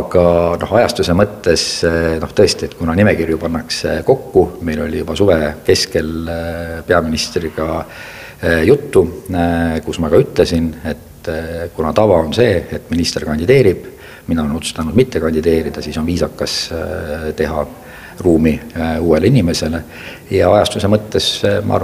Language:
Estonian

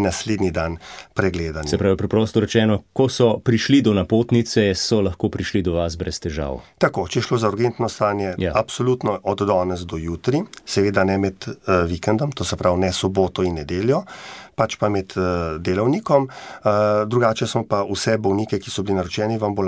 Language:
Slovenian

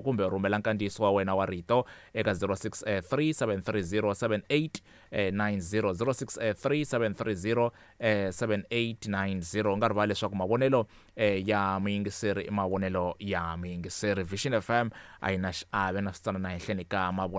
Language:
Tsonga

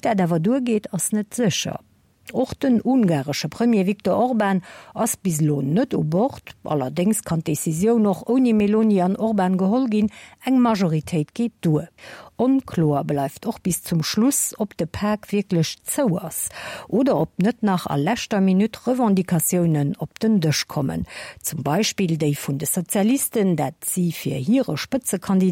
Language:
Luxembourgish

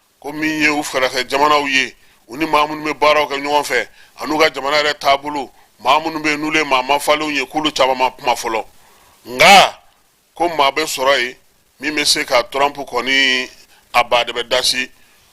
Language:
Bambara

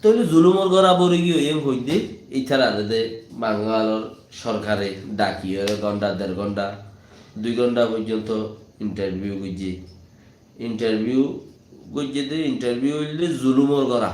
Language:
Rohingya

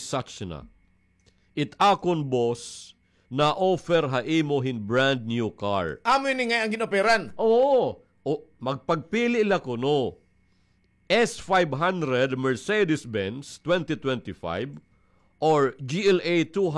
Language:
Waray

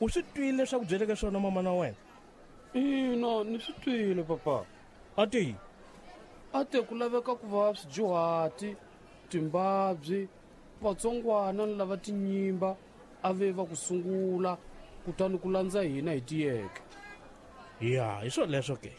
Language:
Tsonga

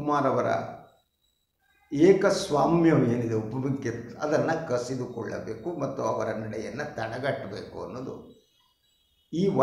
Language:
Kannada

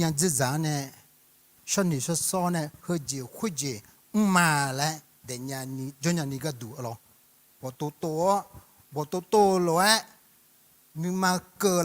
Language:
Akha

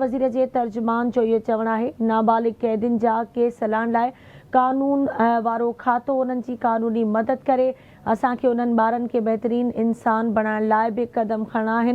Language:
Sindhi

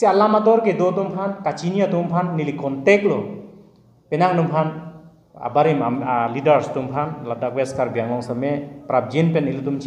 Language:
Karbi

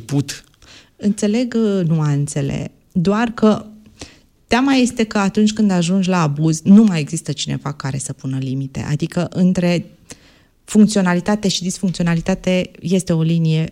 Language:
Romanian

